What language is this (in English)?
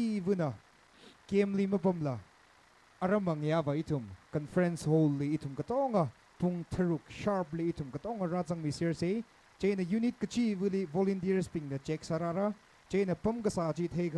Tangkhul Naga (India)